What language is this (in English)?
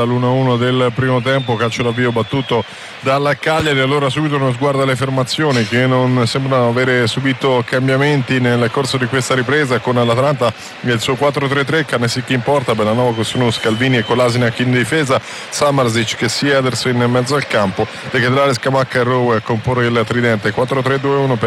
Italian